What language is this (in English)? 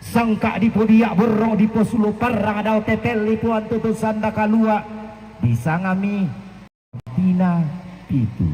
Toraja-Sa'dan